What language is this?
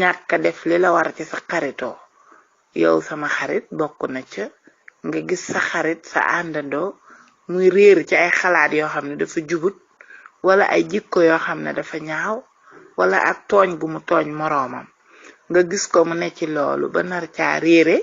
Wolof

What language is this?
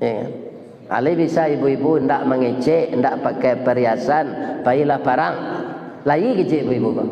Minangkabau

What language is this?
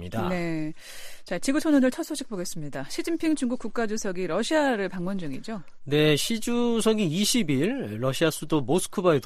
Korean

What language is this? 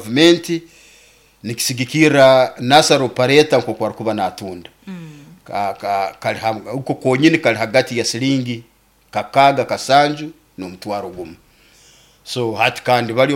Nyoro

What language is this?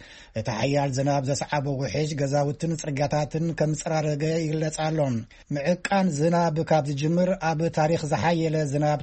Tigrinya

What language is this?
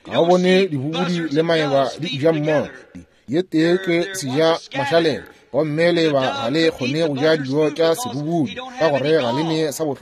Northern Sotho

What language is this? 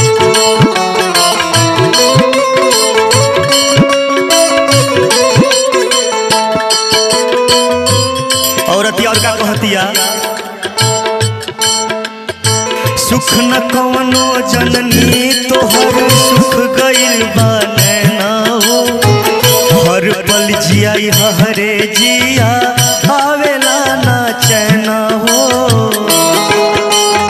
Bhojpuri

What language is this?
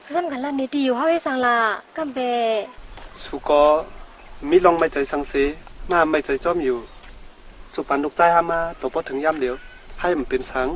Shan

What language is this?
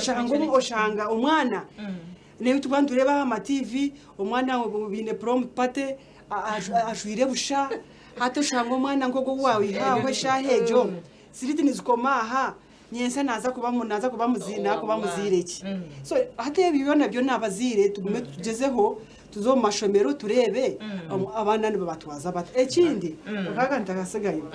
Nyankole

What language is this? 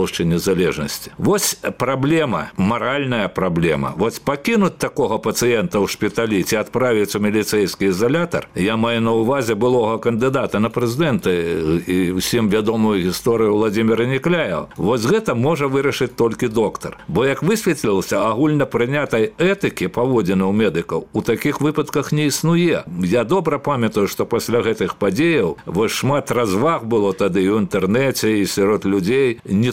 Belarusian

